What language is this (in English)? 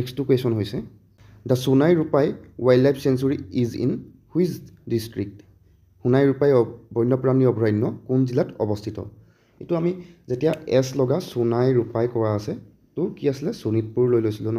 Assamese